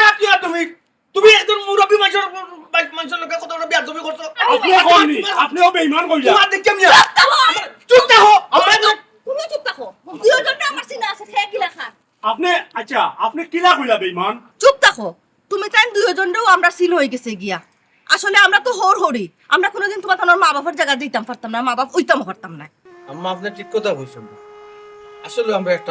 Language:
Sylheti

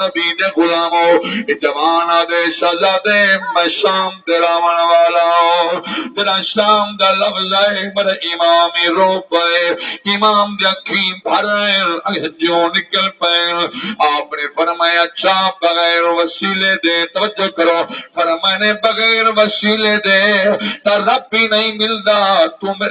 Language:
Saraiki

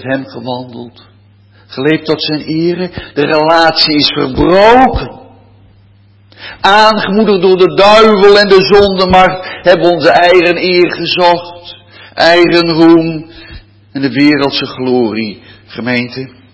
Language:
Dutch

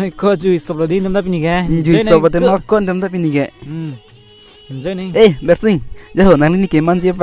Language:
Karbi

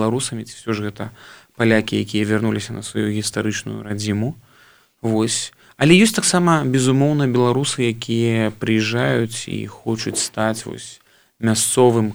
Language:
Belarusian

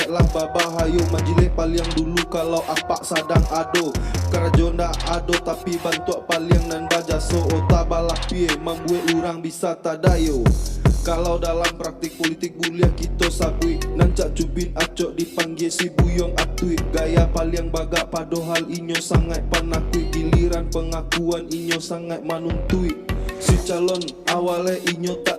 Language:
Minangkabau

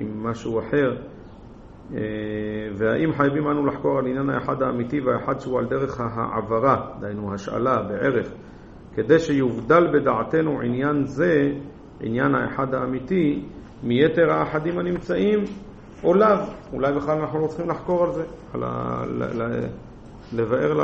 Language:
Hebrew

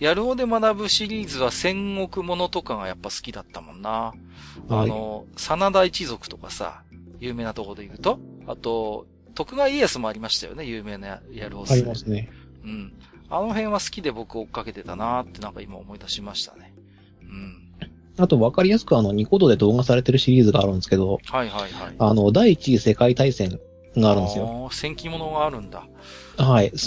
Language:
Japanese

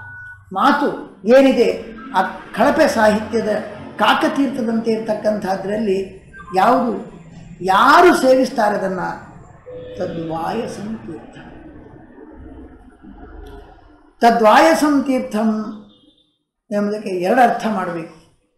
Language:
Kannada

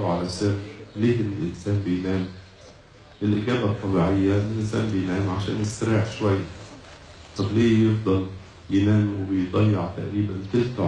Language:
Egyptian Arabic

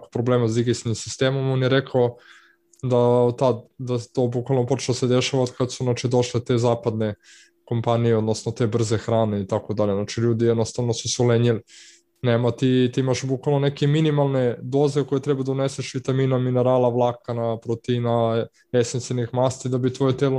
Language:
Serbian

